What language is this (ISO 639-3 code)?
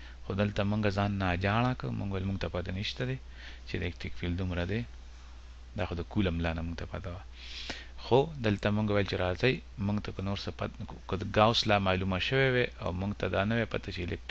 pus